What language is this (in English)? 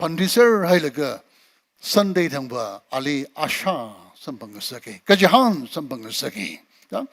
Tangkhul Naga (India)